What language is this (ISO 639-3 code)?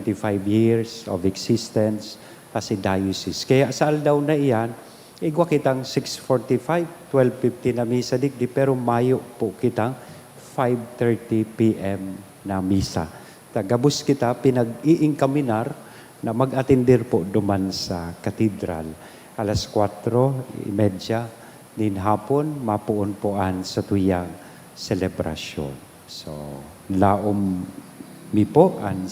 bik